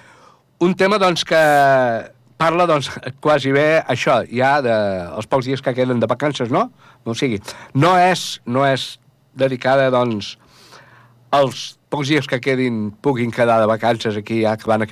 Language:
Catalan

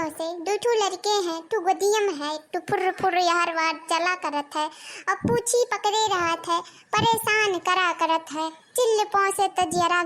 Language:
Awadhi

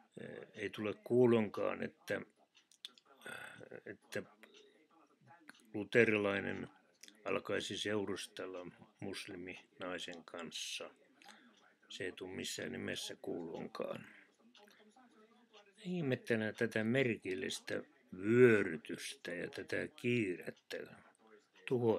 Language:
Finnish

